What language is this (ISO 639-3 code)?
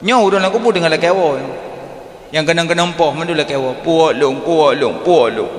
ace